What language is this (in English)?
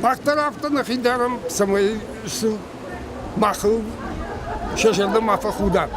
Ossetic